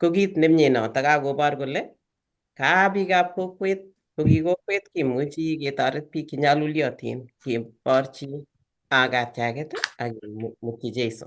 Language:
Kalenjin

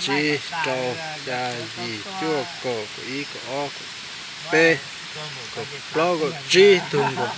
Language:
Hmong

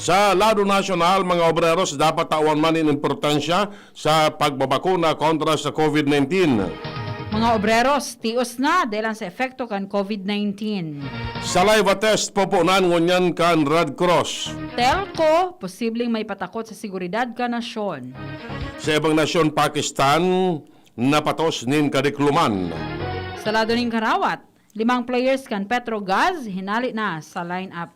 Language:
Bikol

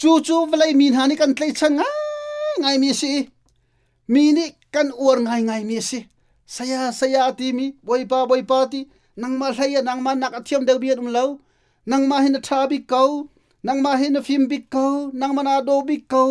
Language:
Hakha Chin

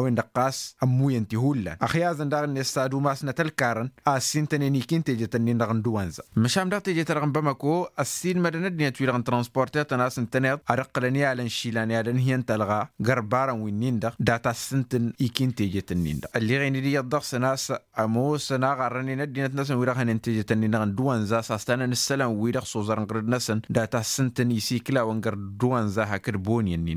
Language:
Tamasheq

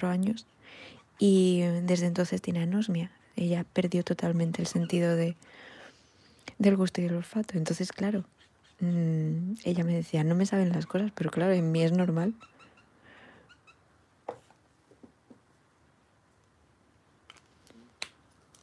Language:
Spanish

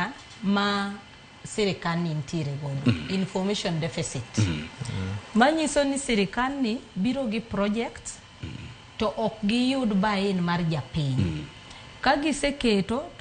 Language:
Luo (Kenya and Tanzania)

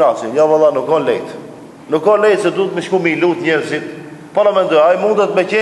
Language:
Albanian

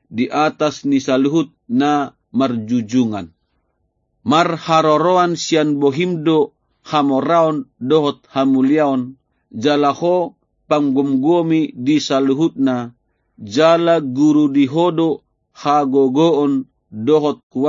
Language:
Batak Toba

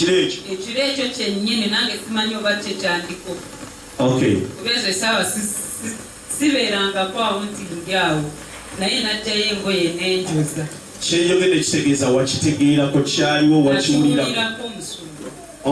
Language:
Ganda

